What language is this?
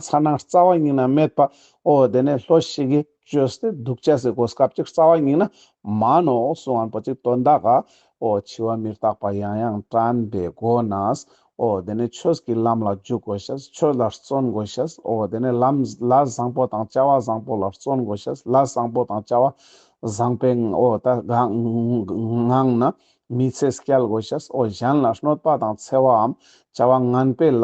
Ladakhi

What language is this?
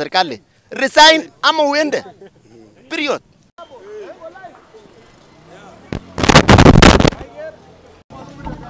Swahili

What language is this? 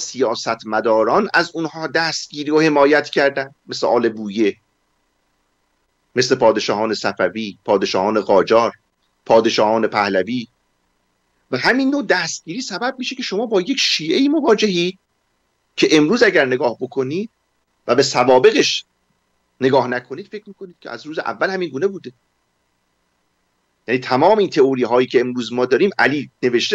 Persian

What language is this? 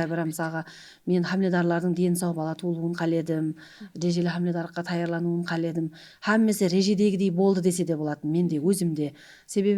Kara-Kalpak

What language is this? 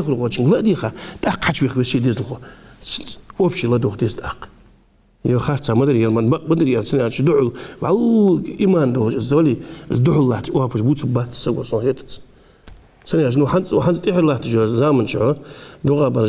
Ingush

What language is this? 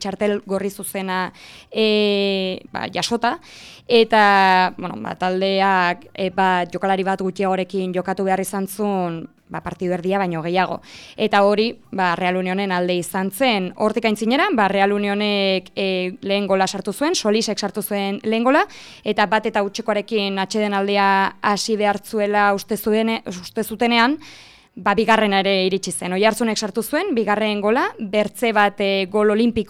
Basque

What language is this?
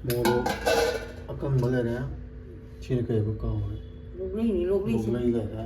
Manipuri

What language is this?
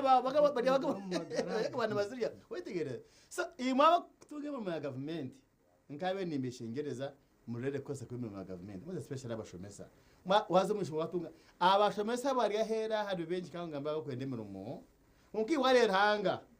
Nyankole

